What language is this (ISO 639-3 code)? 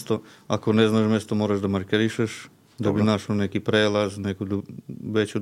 srp